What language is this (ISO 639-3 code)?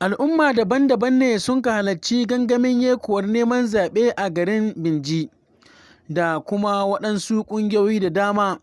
hau